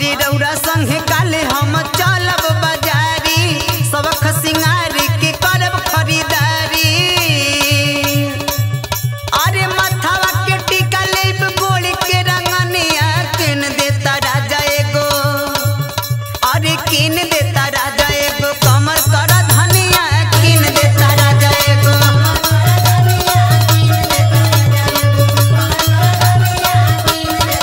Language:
Bhojpuri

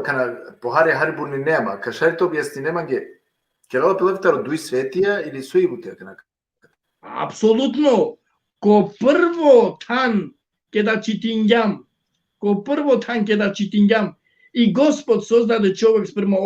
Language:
Balkan Romani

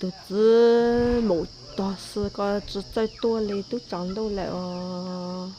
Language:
Hmong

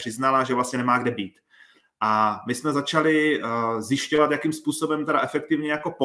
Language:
Czech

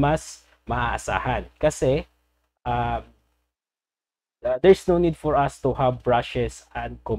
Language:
Filipino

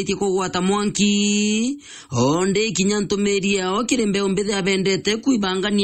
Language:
Meru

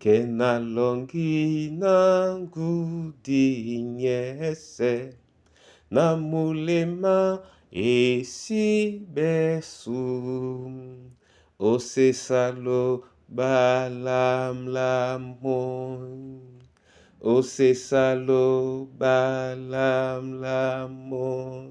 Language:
Duala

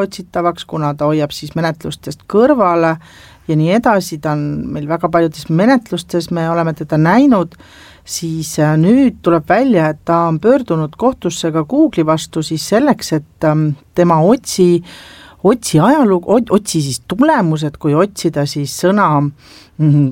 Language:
Estonian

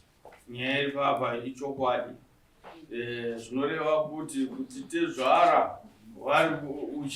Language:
Shona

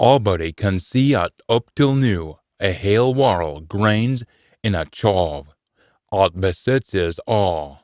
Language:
Scots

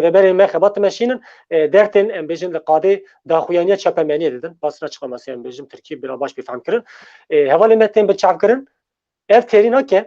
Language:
Kurdish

